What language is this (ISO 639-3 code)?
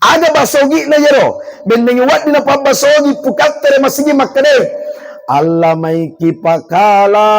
bug